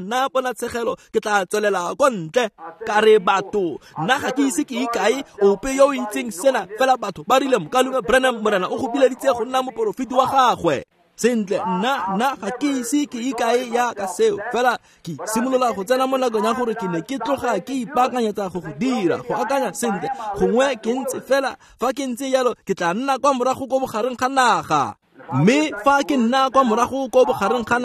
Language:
Tswana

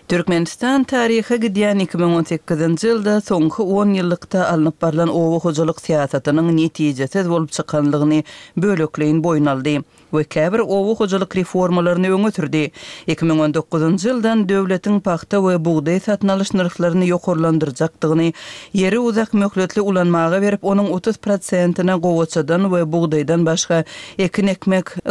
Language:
Turkmen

